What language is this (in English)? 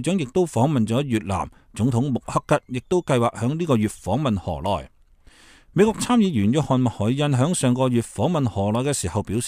Cantonese